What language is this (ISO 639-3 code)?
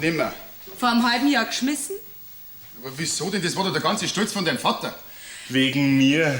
bar